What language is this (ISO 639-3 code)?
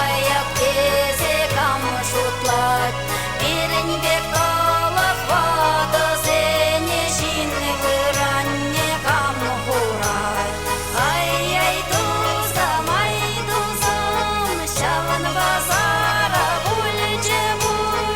chv